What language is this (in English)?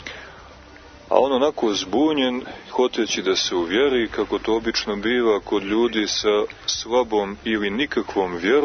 Croatian